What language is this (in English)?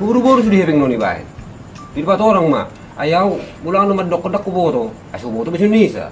Batak Toba